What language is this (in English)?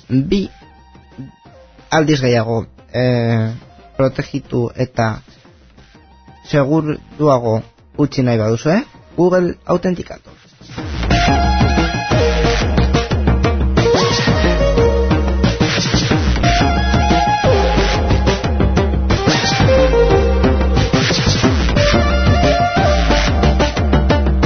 Basque